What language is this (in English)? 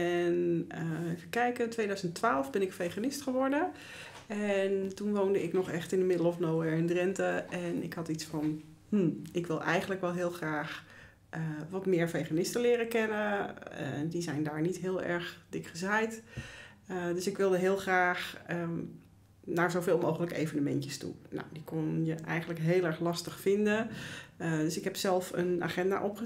Dutch